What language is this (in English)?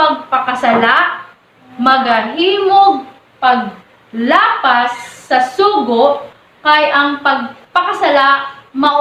Cebuano